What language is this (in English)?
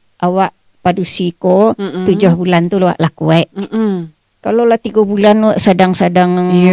Minangkabau